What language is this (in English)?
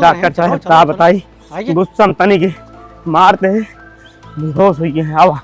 Awadhi